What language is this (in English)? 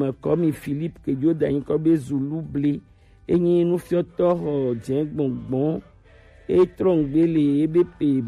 Gen